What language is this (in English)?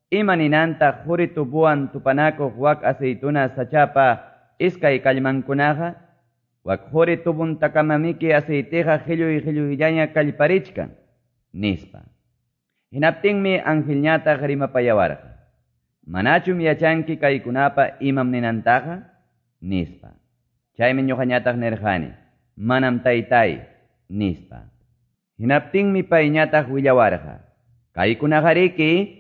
Quechua